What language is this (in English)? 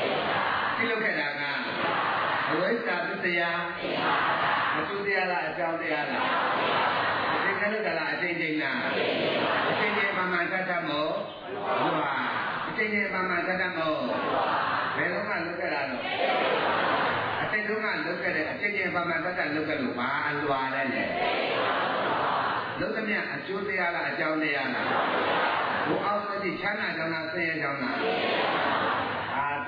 Burmese